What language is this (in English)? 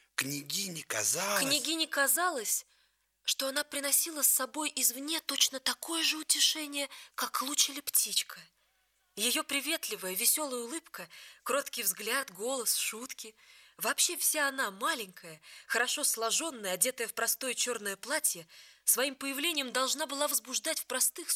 Russian